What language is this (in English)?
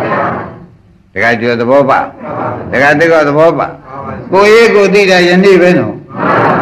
Burmese